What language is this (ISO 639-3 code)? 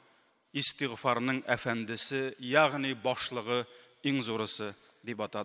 tat